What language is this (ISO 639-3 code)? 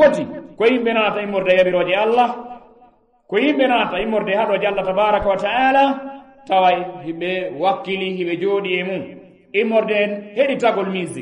ful